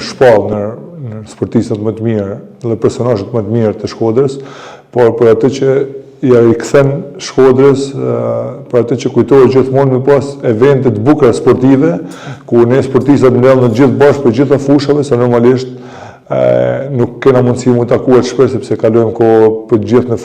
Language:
Albanian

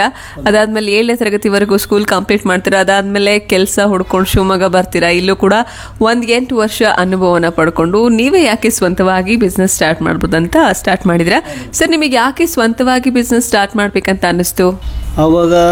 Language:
Kannada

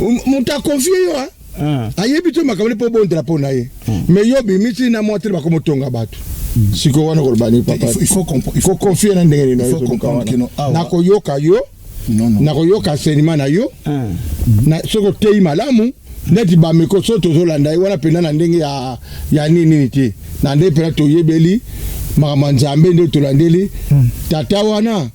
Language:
Lingala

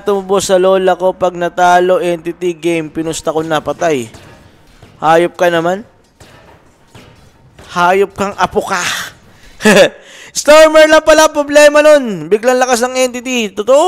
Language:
Filipino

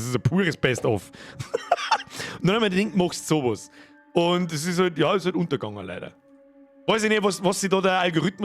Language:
Bavarian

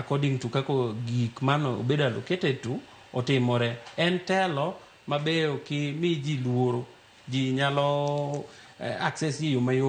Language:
Luo (Kenya and Tanzania)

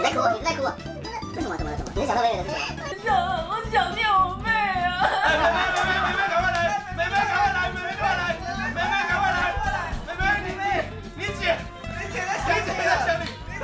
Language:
Chinese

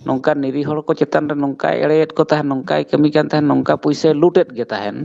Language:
Santali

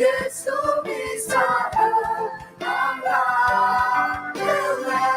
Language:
Akha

